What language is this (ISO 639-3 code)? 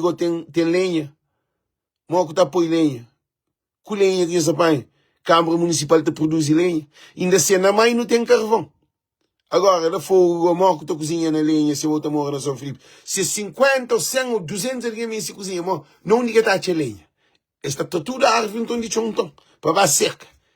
kea